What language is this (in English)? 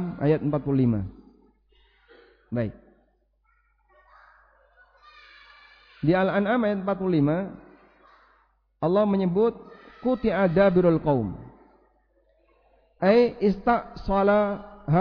Indonesian